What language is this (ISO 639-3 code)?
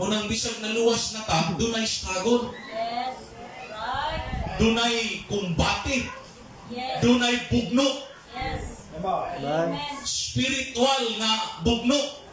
ceb